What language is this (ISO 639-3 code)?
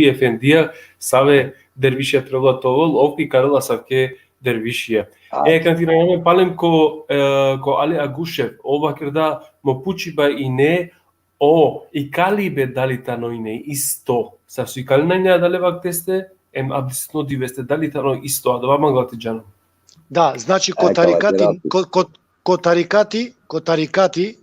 rmn